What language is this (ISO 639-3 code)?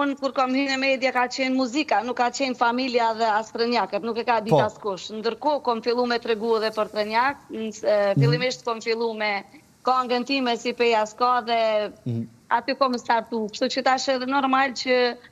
sqi